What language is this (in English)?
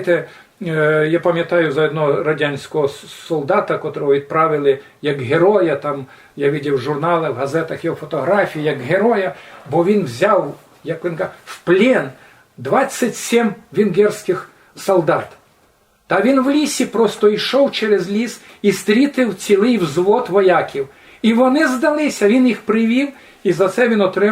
Rusyn